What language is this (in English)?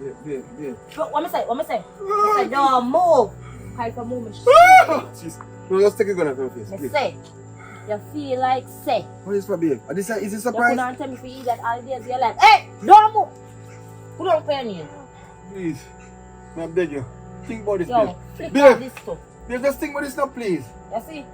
Jamaican Creole English